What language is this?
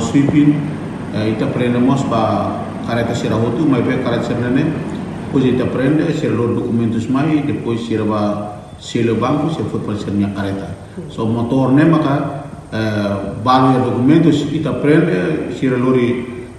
Tetum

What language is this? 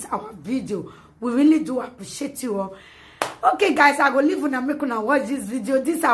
Nigerian Pidgin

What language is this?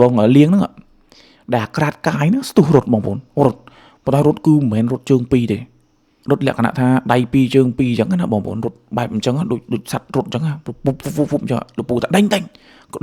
Khmer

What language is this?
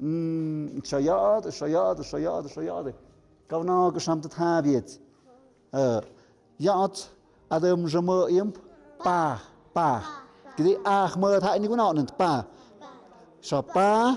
Tlahuitoltepec Mixe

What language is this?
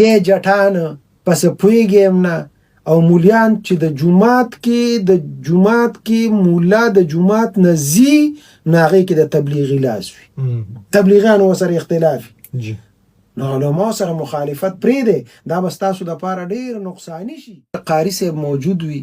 Pashto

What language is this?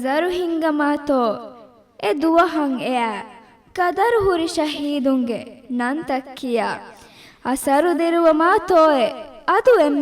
Divehi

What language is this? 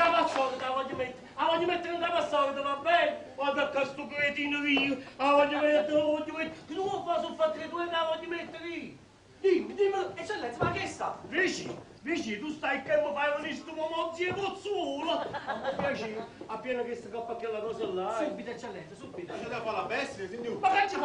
Neapolitan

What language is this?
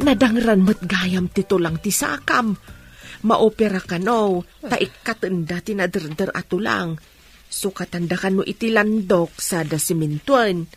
Iloko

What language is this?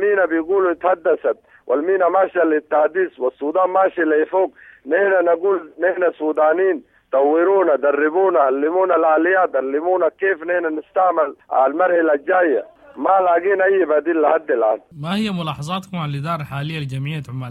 Sudanese Arabic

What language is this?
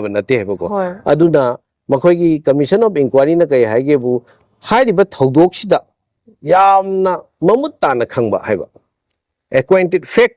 Manipuri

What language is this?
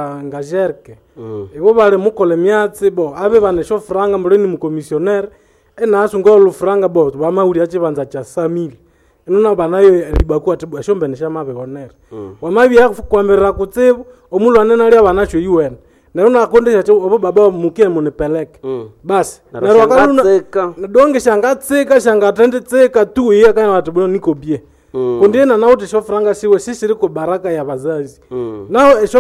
Nande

